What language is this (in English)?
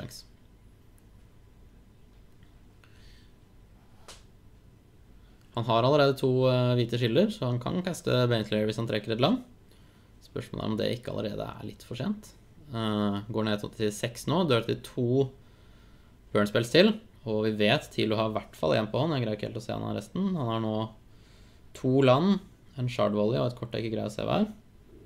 Norwegian